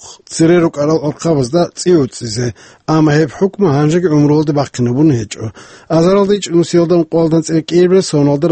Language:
Avaric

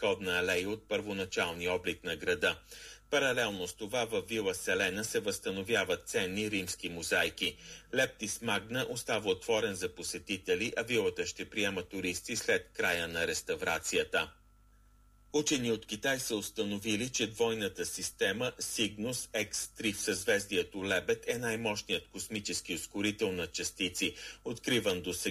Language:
Bulgarian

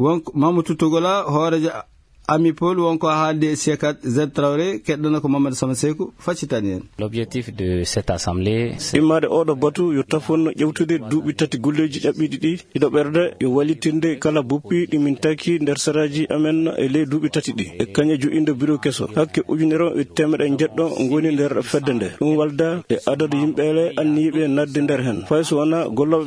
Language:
Fula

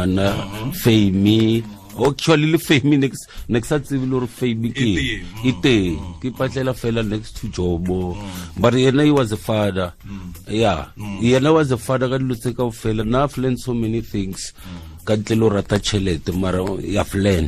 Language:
Tswana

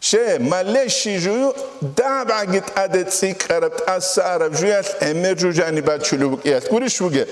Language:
Avaric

